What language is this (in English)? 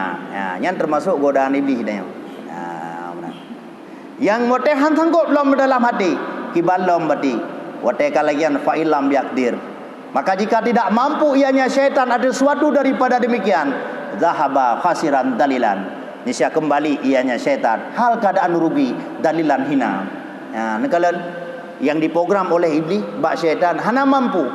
Achinese